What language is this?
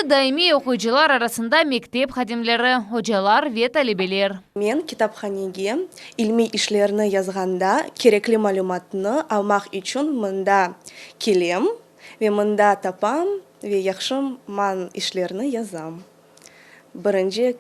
Crimean Tatar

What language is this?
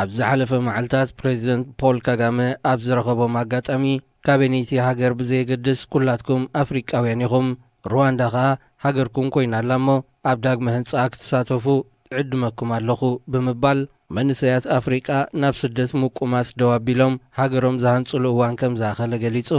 Tigrinya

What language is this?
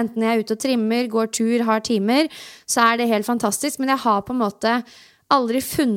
Norwegian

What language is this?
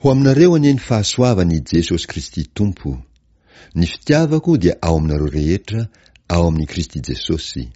Malagasy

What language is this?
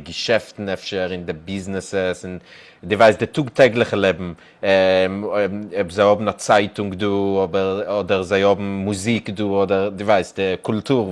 Yiddish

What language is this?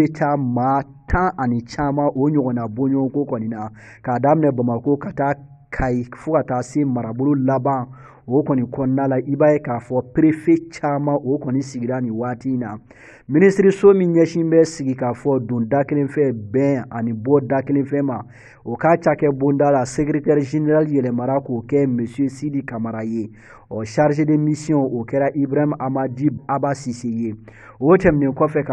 Bambara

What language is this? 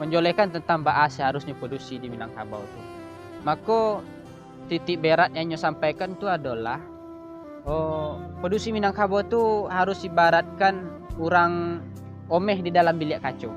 Minangkabau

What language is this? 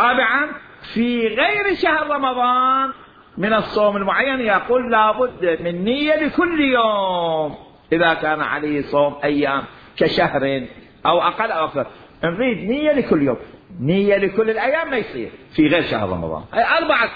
Mesopotamian Arabic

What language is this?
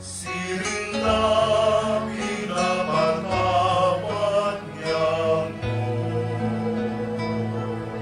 Bikol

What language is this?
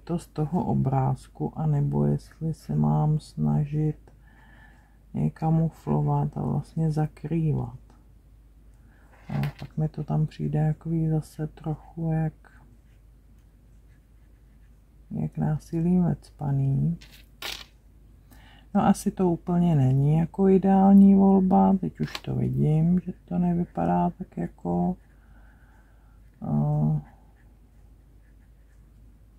Czech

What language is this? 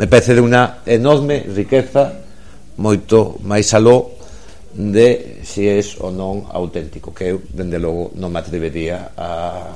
Galician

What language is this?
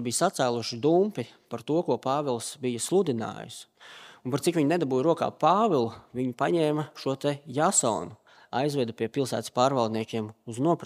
Latvian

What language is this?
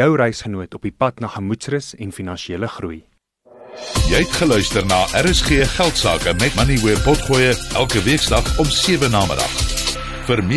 Afrikaans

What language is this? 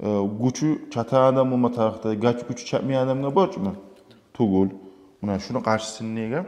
Kumyk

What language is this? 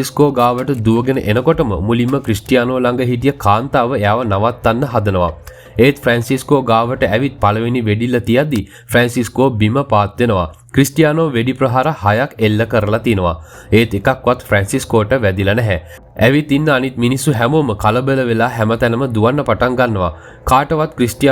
Sinhala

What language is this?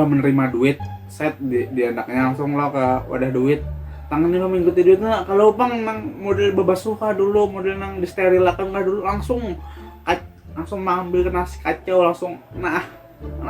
Banjar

